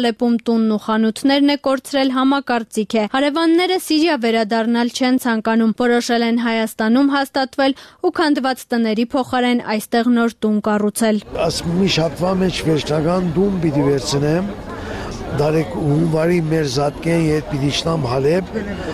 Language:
Armenian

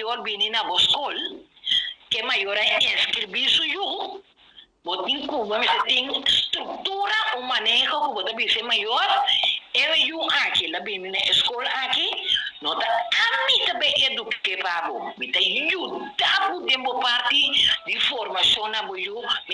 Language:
Papiamento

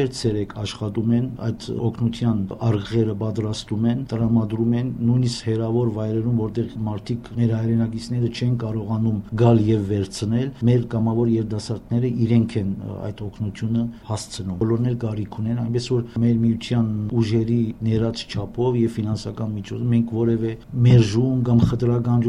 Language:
Armenian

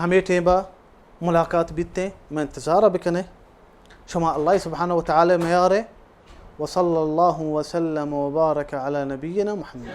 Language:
Baluchi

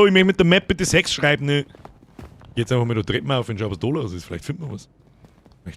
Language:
Bavarian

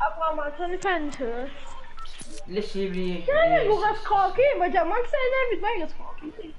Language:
Morisyen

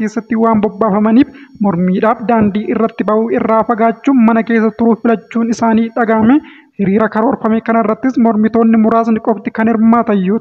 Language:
Oromo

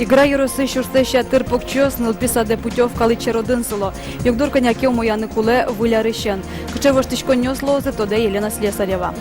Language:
Udmurt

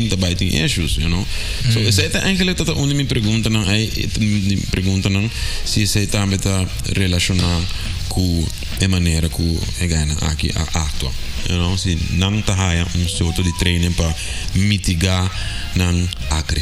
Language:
Papiamento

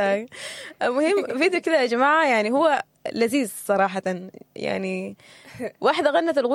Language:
Sudanese Arabic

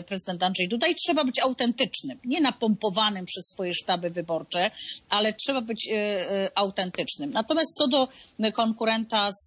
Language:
Polish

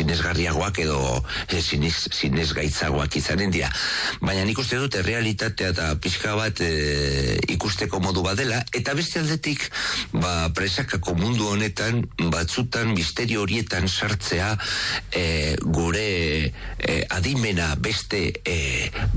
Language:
Basque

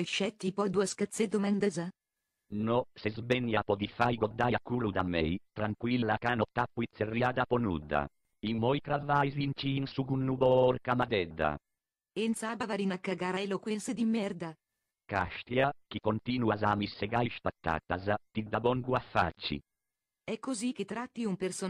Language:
Sardinian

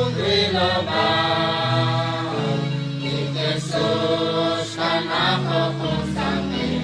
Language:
Kekchí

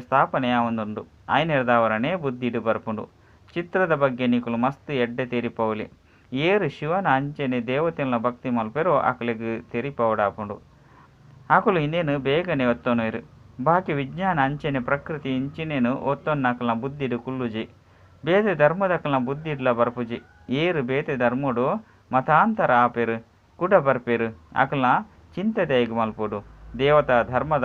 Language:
Tulu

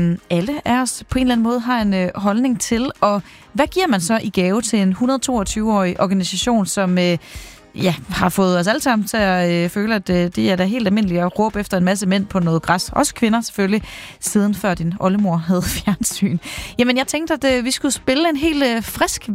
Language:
Danish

